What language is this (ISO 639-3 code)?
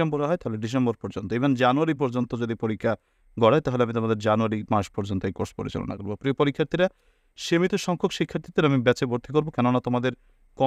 ben